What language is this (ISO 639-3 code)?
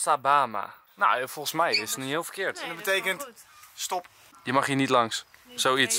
nld